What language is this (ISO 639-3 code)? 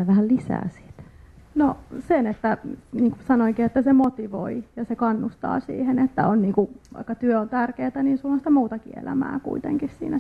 fin